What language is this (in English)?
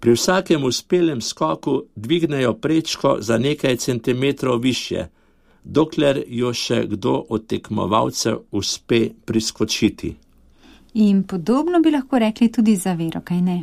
Slovenian